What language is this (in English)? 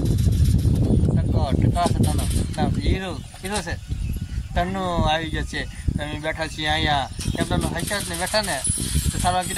Gujarati